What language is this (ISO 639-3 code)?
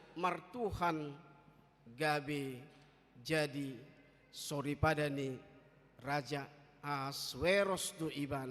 bbc